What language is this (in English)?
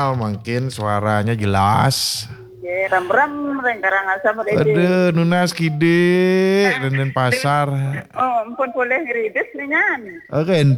Balinese